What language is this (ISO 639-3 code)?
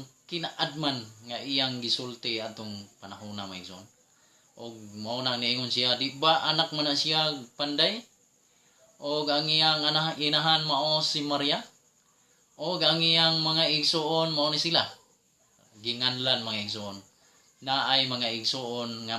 ceb